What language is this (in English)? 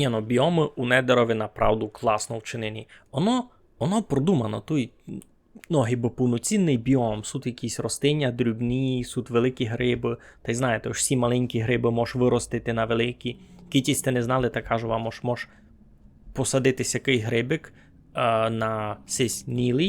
Rusyn